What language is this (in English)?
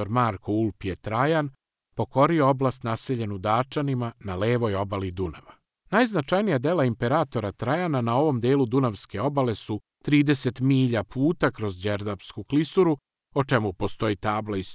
Serbian